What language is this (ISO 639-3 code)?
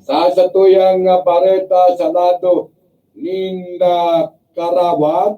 bik